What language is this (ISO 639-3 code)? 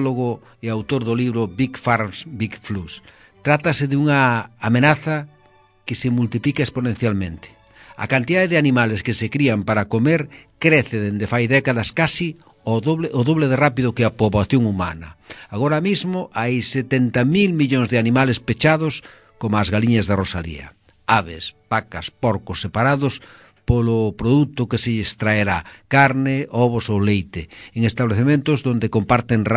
glg